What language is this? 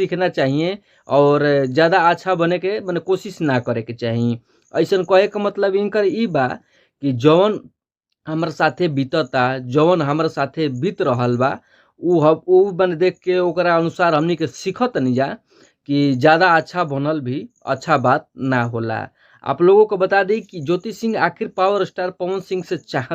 Bhojpuri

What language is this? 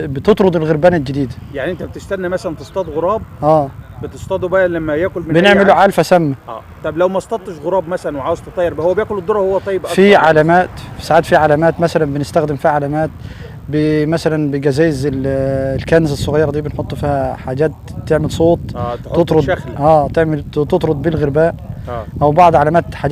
Egyptian Arabic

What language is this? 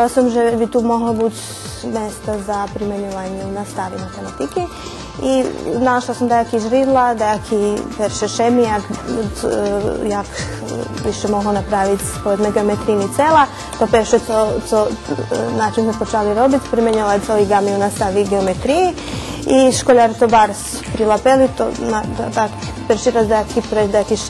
Rusyn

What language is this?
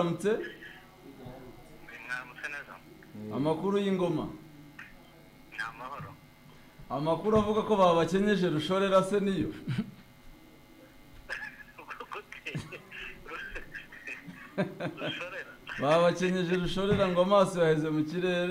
Kinyarwanda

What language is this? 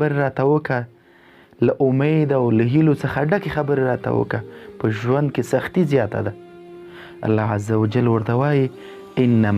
Pashto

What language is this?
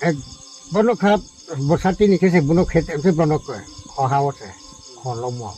Riang (India)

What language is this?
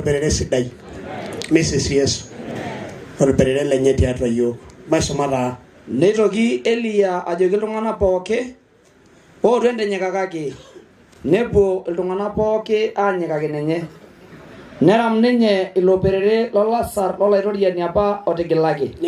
Masai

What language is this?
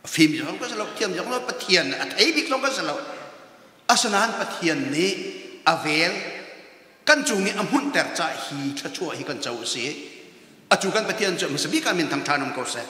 Hakha Chin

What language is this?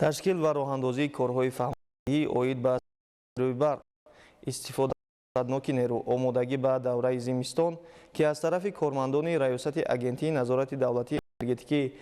Tajik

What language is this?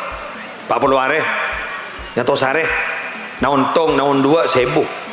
Madurese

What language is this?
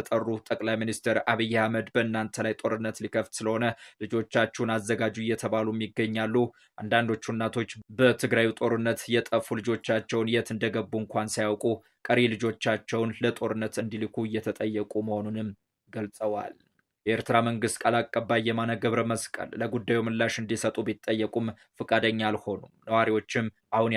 Amharic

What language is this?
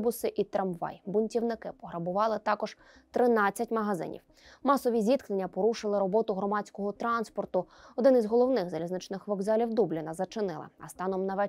Ukrainian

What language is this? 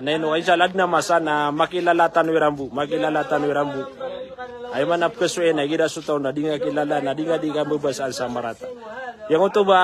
Maranao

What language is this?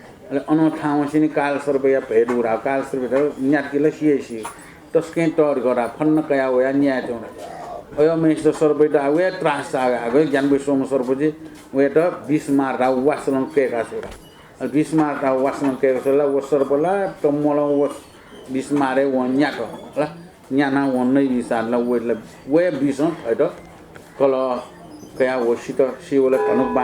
Newari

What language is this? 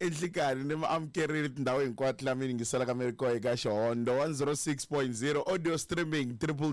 Tsonga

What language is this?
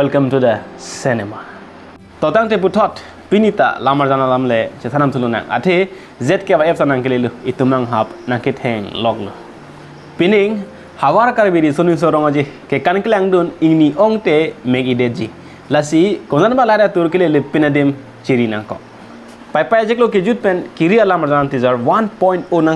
Karbi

